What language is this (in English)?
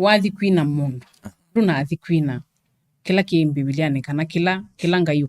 Kamba